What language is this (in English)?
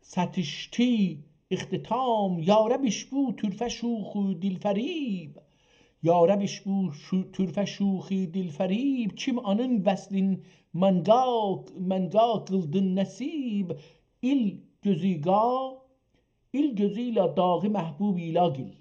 South Azerbaijani